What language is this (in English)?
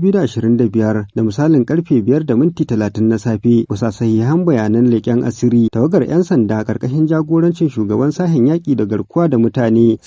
Hausa